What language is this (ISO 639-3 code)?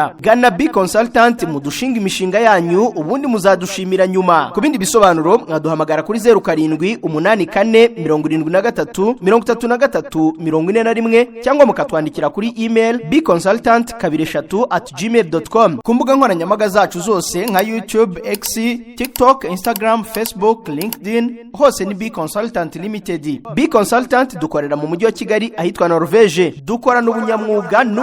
kin